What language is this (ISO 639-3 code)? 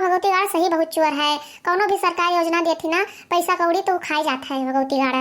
awa